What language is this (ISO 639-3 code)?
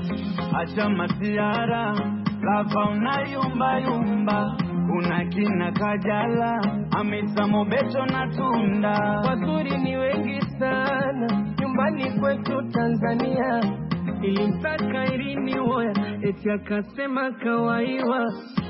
swa